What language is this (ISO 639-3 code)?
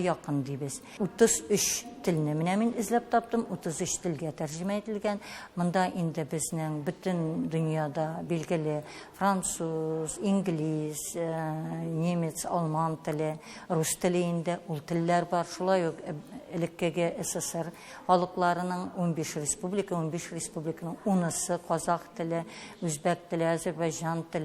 tat